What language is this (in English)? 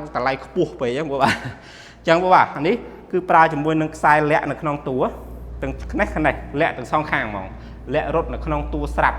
Khmer